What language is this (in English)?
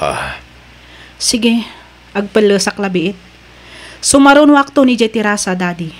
Iloko